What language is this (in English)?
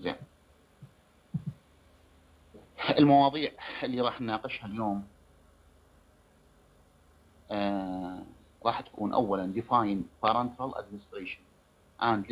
Mesopotamian Arabic